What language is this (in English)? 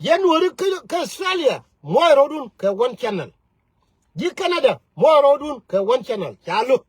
Nuer